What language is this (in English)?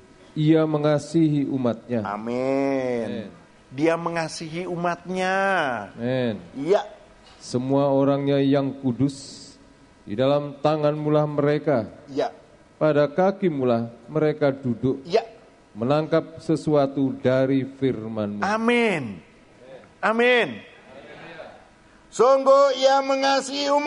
Indonesian